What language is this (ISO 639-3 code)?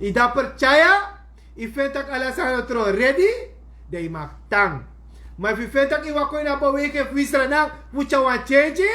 srn